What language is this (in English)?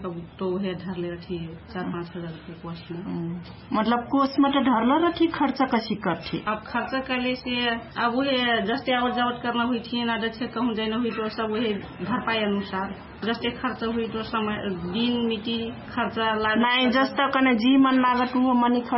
Dangaura Tharu